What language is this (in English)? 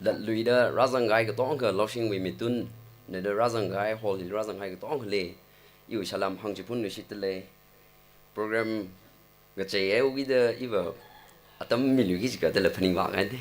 Tangkhul Naga (India)